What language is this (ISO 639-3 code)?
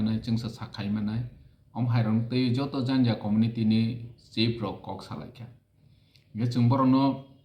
trp